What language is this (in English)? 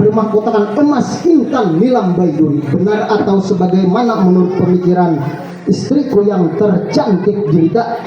Banjar